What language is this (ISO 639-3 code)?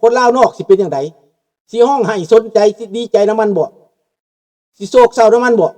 lao